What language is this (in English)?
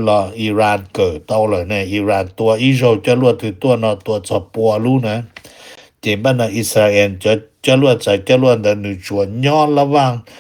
Hmong